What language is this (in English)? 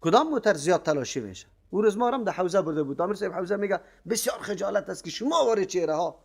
Persian